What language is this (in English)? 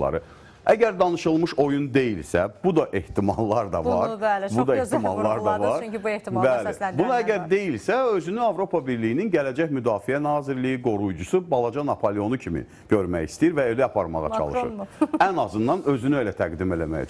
Azerbaijani